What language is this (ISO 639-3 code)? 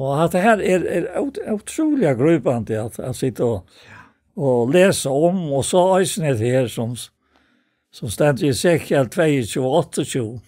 fao